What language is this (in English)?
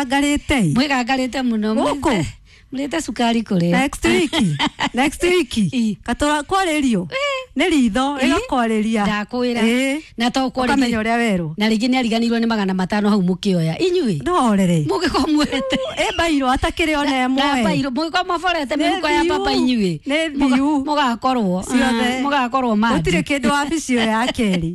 Kikuyu